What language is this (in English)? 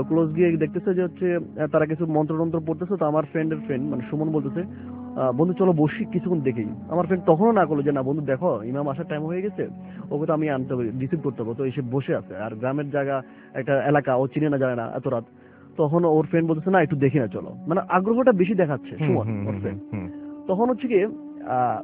Bangla